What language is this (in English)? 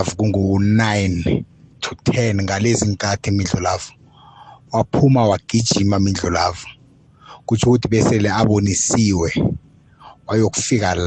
South Ndebele